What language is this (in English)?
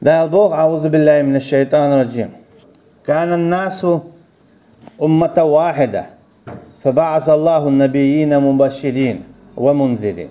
Chechen